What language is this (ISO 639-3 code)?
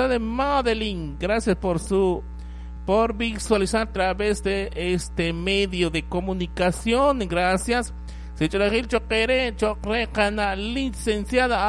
kek